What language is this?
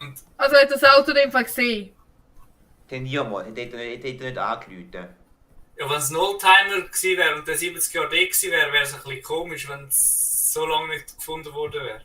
Swiss German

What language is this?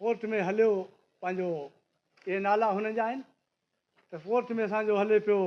Sindhi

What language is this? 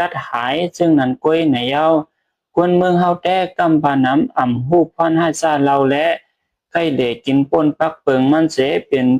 Shan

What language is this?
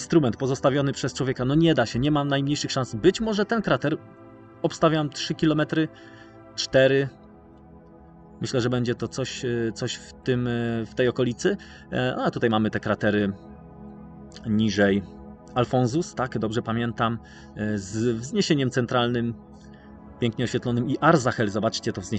Polish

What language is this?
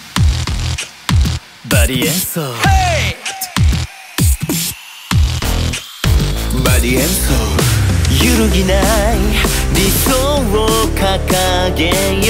Japanese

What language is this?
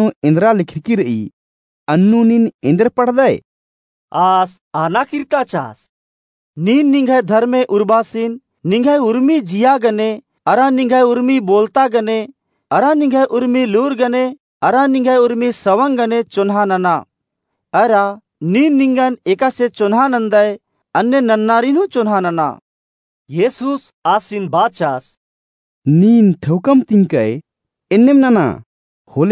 Kurukh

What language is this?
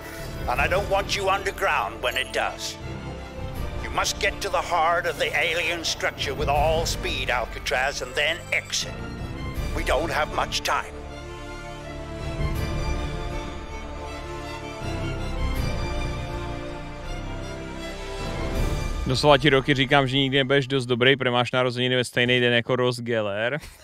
Czech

